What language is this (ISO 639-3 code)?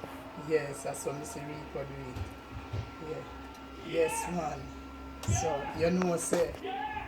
jam